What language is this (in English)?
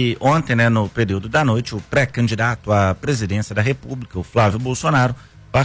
Portuguese